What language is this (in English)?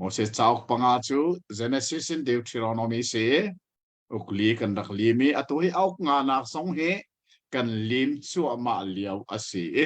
Hakha Chin